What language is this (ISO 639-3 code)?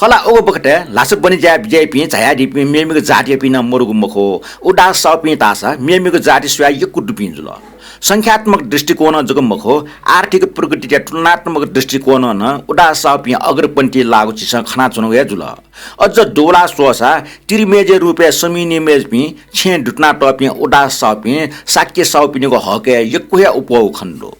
new